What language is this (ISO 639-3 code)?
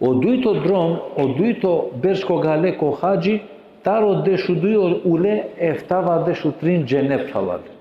rmn